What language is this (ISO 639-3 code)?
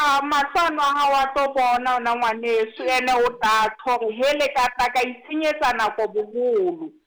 sot